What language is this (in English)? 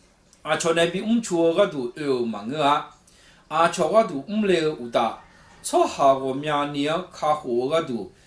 Akha